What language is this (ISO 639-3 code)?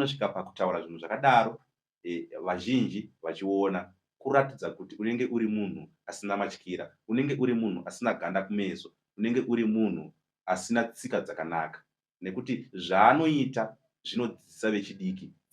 sna